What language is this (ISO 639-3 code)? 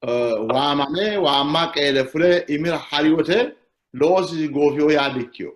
sid